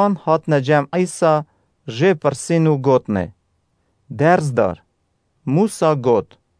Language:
Kurdish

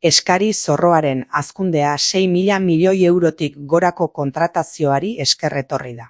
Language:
Basque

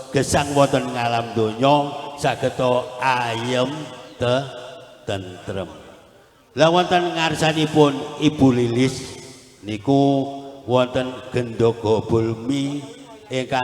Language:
Javanese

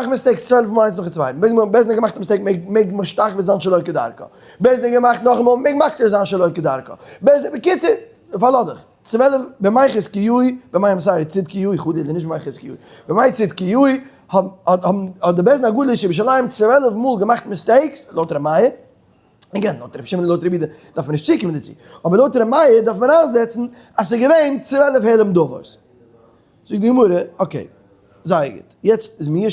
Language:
Yiddish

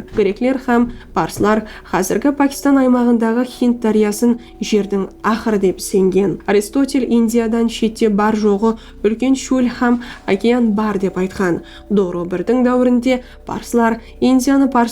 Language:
Kara-Kalpak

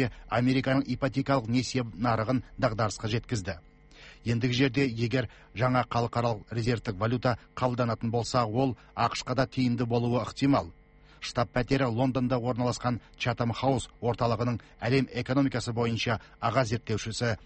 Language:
Kazakh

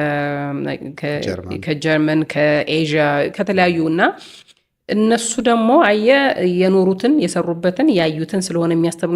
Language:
Amharic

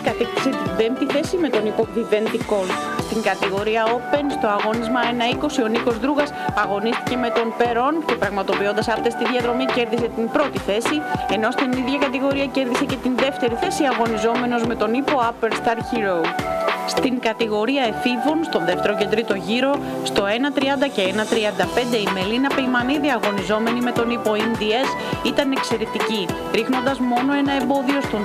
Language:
Greek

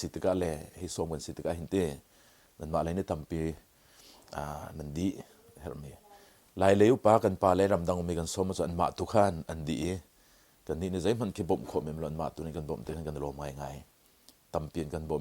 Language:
Hakha Chin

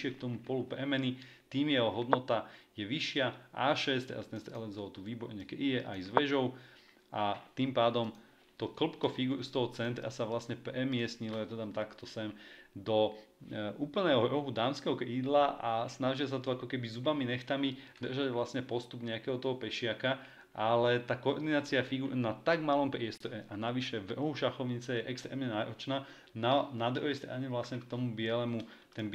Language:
Slovak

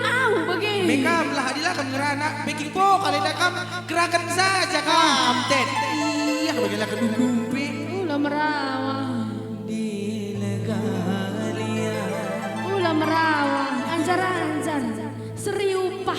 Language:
Batak Karo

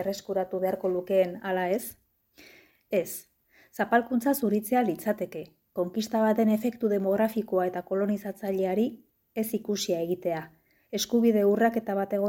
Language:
Basque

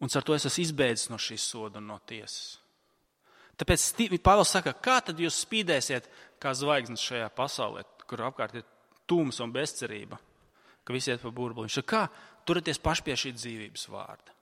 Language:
Latvian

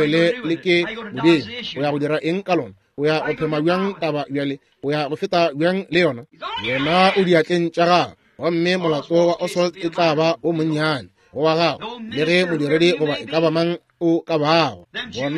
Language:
Northern Sotho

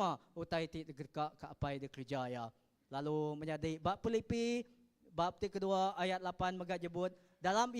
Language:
Iban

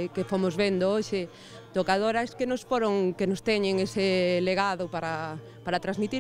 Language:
Galician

